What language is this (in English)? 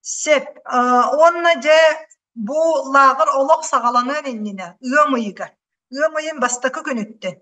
Yakut